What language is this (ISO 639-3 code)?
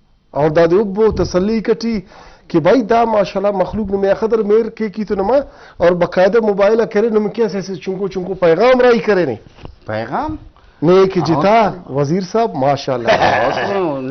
brh